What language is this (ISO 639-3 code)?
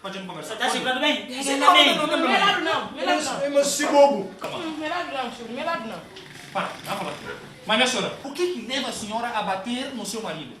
kea